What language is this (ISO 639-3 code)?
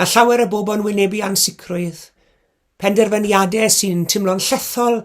cym